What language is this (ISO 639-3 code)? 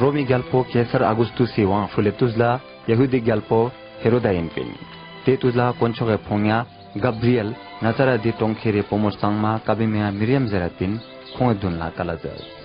lbj